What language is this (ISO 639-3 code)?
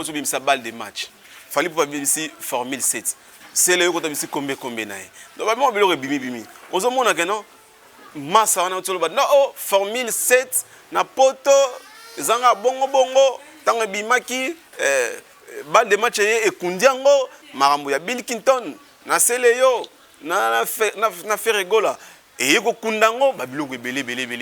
lin